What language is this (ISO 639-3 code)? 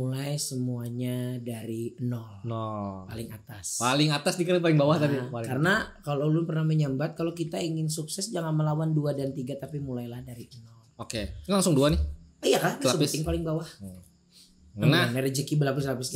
bjn